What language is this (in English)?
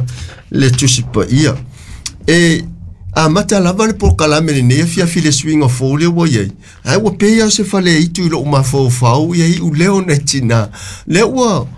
Samoan